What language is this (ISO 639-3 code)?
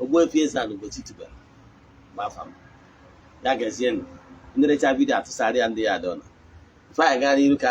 ibo